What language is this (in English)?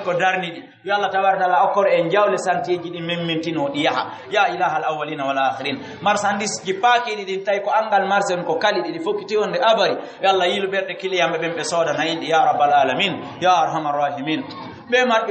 Fula